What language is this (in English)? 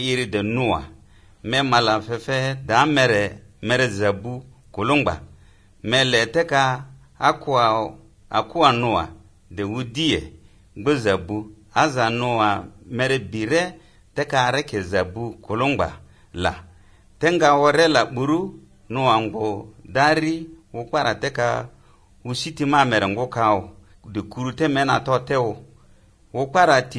Basque